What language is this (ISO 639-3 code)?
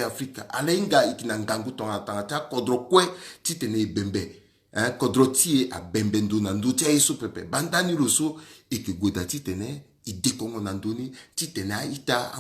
sag